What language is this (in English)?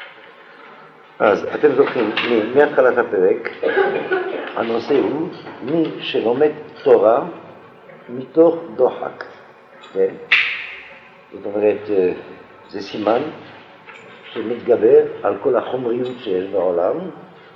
Hebrew